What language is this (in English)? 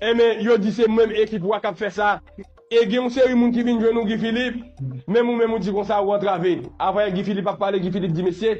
Haitian Creole